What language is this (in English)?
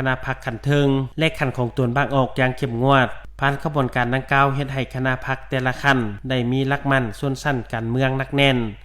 Lao